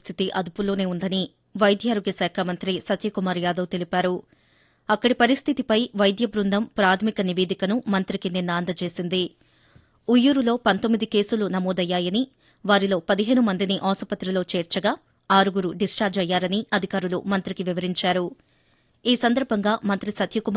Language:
Telugu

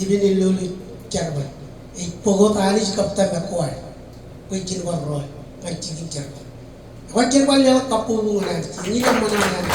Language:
Marshallese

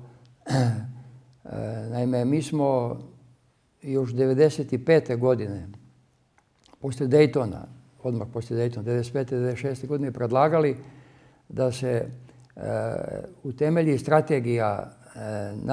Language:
Serbian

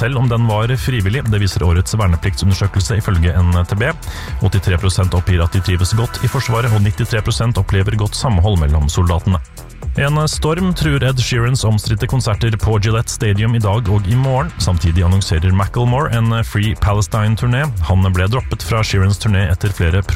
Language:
Norwegian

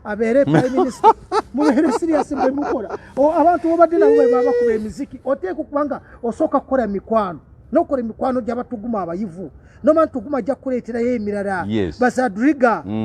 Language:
Ganda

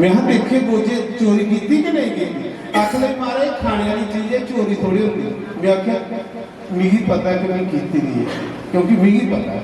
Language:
Dogri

